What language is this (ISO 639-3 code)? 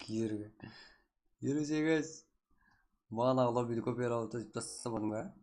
kaa